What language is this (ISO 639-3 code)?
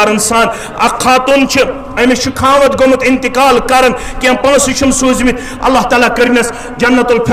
kas